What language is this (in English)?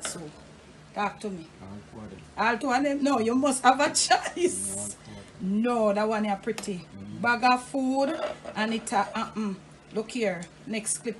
Jamaican Creole English